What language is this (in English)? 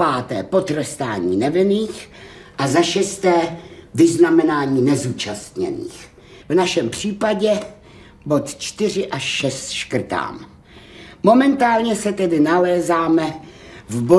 Czech